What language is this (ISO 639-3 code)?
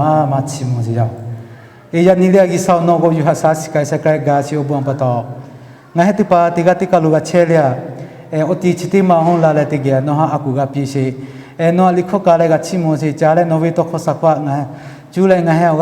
lhu